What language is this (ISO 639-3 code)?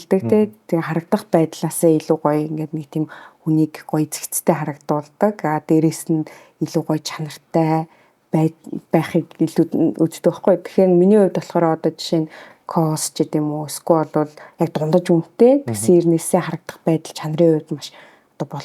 mon